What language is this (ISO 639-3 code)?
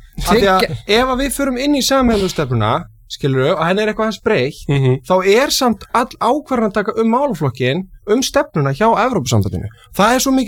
isl